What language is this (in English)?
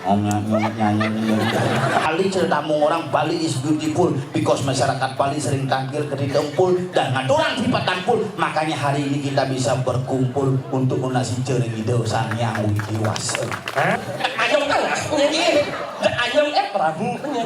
Balinese